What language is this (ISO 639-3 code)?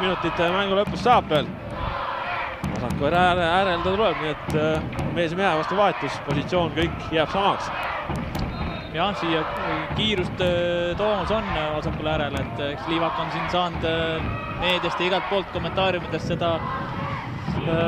est